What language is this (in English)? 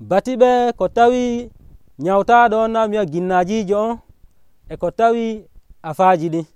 Nigerian Fulfulde